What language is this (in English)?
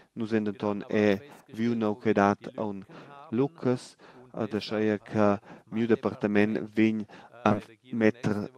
Romansh